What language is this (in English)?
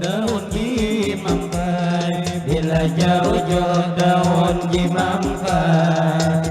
Banjar